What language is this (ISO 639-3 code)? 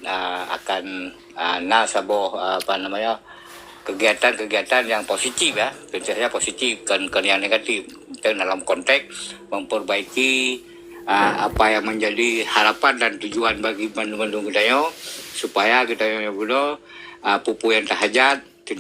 ace